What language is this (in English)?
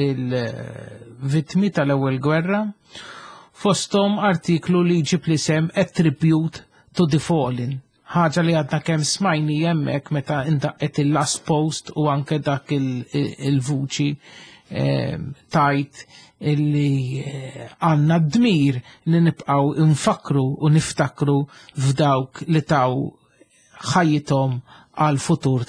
Maltese